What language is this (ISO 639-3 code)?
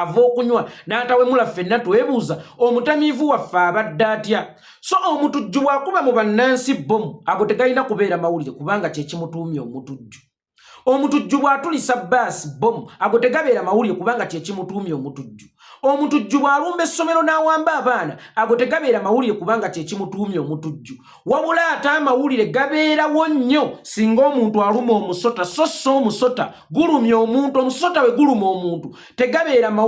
lug